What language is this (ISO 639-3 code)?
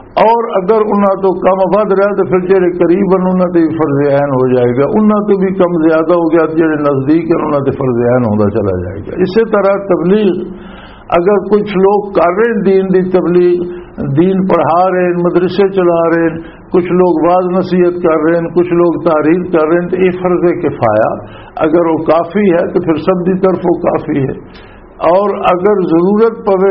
lah